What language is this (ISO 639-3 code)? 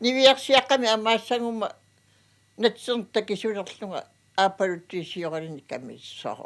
kal